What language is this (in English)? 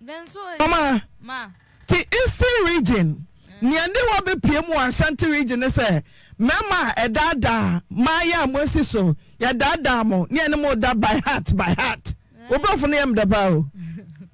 Akan